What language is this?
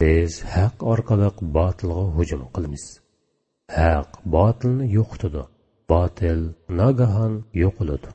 Uyghur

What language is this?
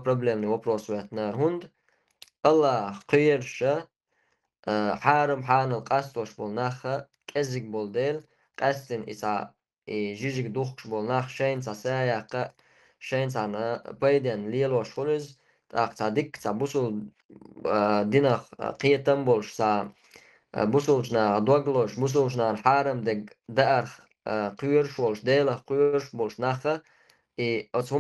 Chechen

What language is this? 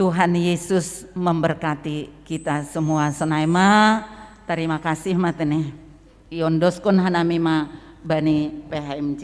Batak Simalungun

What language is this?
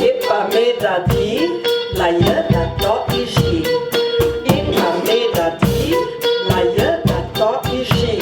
Ladin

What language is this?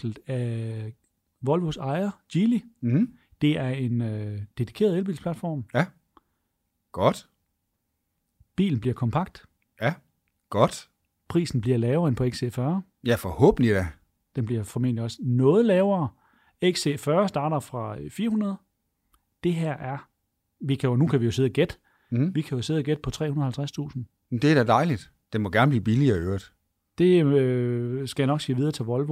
Danish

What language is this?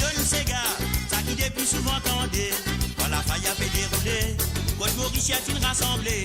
Morisyen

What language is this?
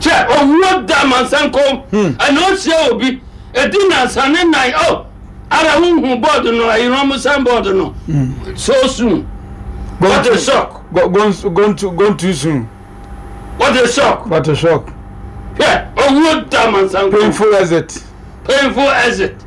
Akan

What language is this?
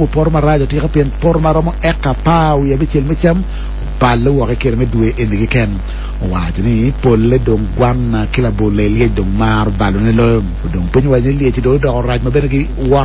Acoli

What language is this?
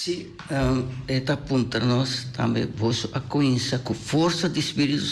Papiamento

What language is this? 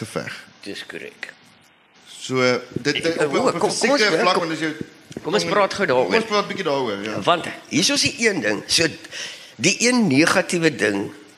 Afrikaans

